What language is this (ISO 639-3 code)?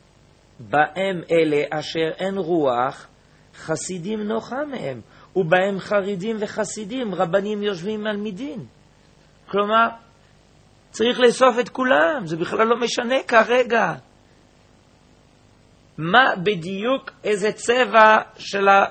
heb